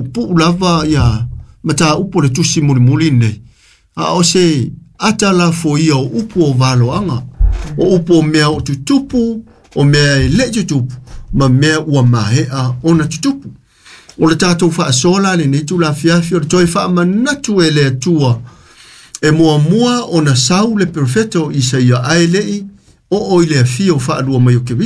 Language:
Samoan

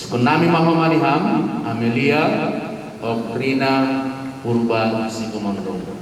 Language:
Batak Simalungun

